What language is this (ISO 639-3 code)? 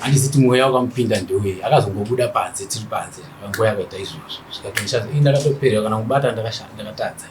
sna